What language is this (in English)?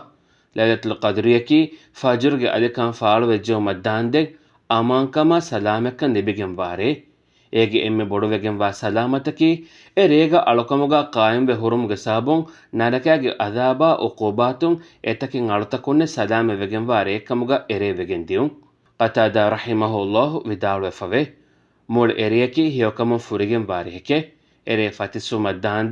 Divehi